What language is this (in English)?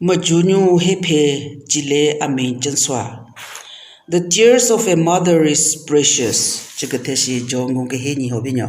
Southern Rengma Naga